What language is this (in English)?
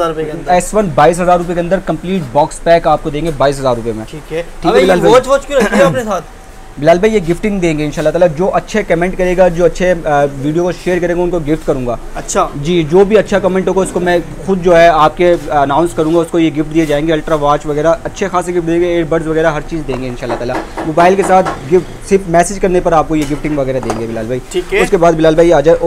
Hindi